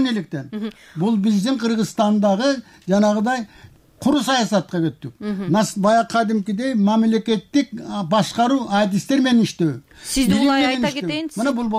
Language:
Kyrgyz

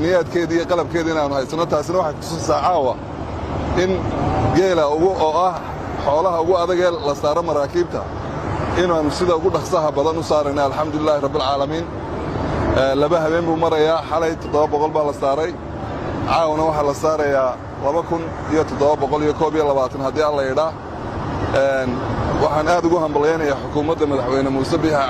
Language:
Somali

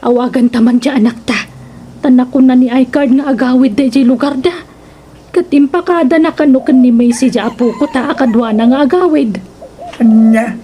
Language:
Iloko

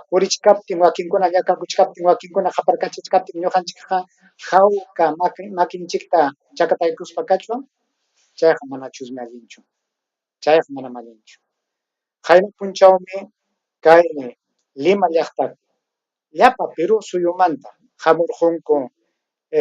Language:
Ayacucho Quechua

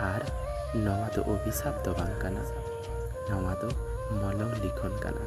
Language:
Santali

